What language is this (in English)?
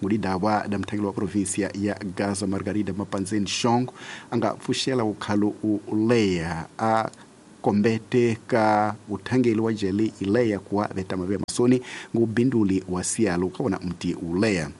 Tsonga